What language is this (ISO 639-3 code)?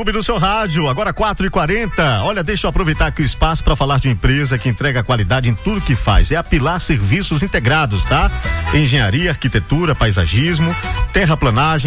por